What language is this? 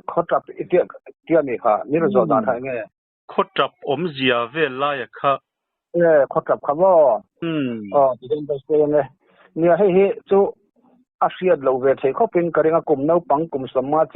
Mizo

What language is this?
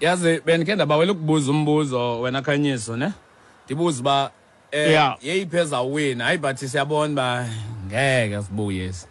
Xhosa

